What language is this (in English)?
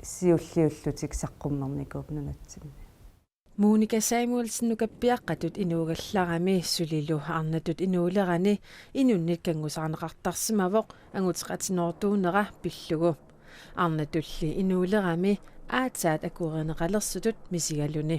Kalaallisut